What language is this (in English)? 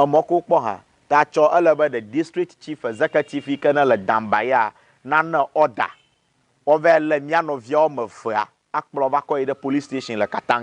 Ewe